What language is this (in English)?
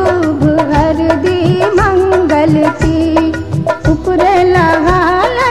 Bhojpuri